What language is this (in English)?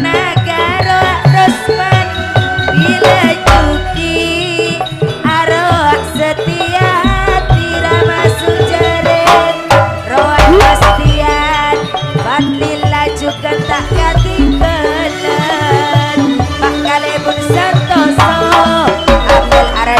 Madurese